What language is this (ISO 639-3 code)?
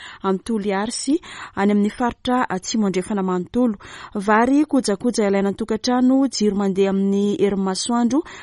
mlg